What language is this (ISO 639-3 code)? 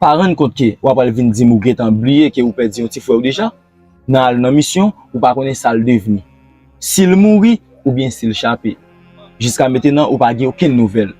hat